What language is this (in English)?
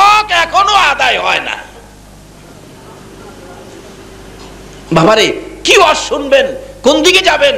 Bangla